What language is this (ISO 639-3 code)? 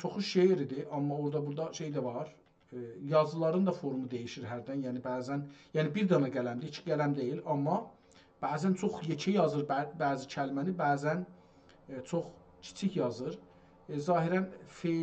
azb